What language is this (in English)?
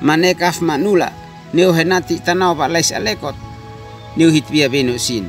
Uab Meto